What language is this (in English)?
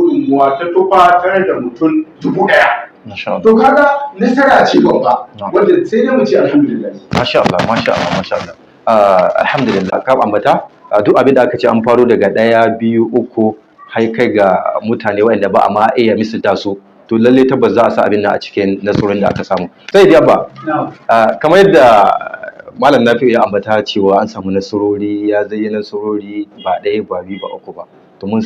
Hausa